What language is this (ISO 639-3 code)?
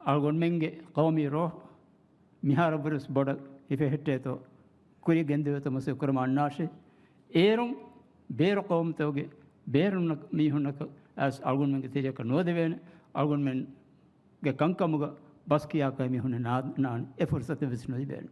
div